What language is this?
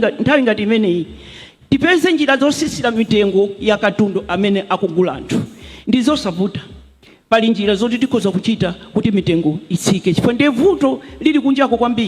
Nyanja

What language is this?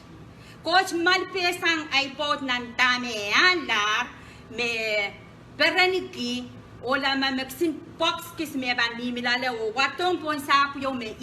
Pohnpeian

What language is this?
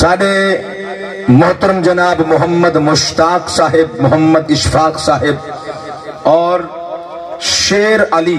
Saraiki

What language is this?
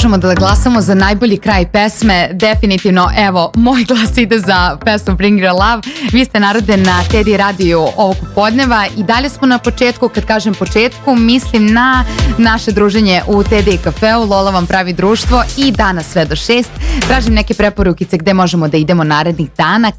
Serbian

